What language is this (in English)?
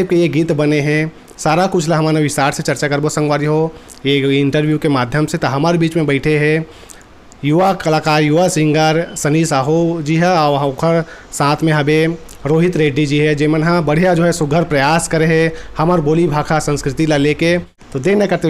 Chhattisgarhi